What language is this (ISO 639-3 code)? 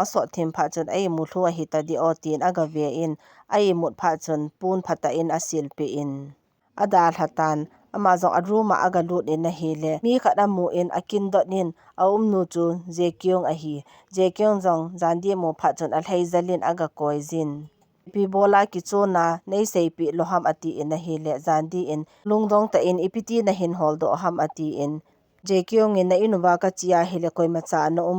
tcz